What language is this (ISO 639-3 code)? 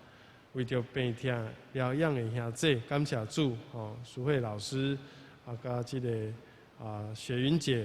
nan